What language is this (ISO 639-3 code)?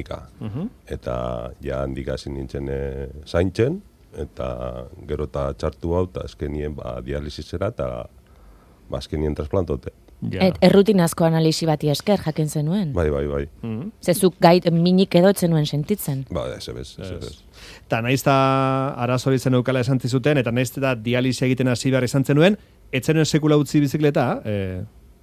eus